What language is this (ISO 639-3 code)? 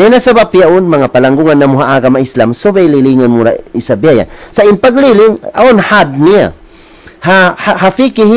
tsg